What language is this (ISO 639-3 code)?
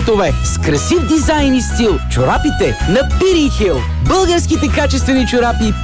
bul